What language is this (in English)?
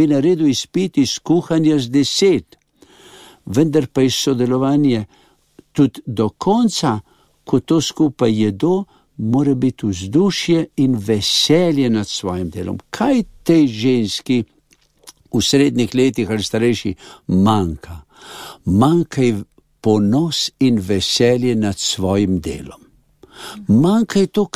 Slovenian